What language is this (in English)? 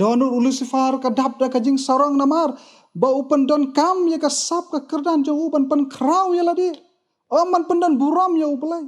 Khasi